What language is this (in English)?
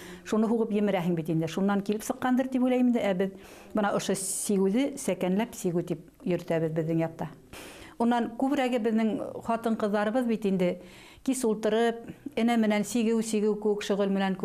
Bashkir